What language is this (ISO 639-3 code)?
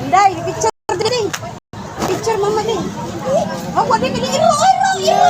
ceb